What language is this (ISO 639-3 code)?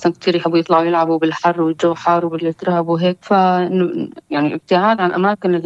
apc